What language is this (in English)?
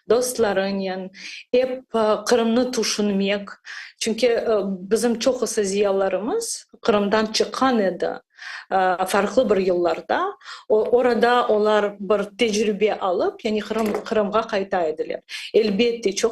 Crimean Tatar